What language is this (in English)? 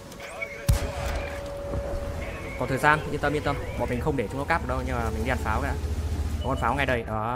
Vietnamese